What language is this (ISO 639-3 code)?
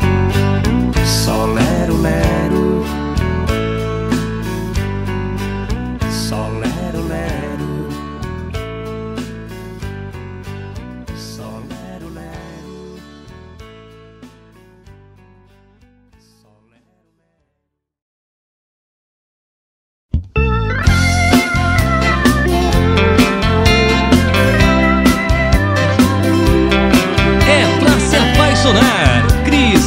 por